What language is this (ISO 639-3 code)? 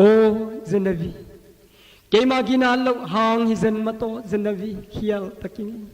ctd